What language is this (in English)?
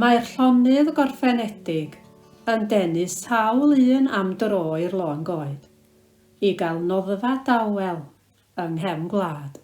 Welsh